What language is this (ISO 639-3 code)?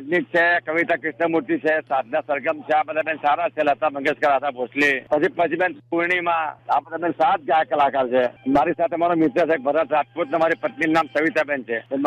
guj